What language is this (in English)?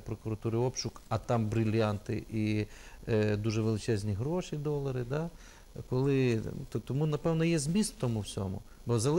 Ukrainian